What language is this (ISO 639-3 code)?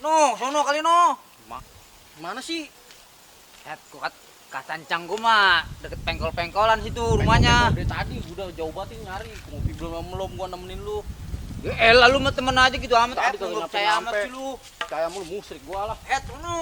bew